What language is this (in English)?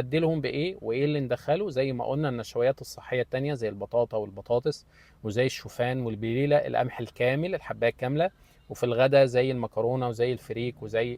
Egyptian Arabic